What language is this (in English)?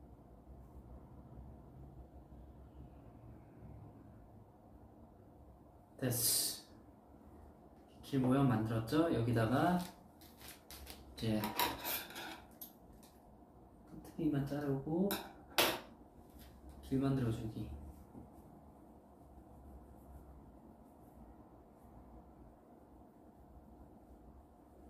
Korean